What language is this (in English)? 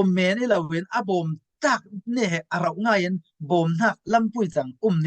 Falam Chin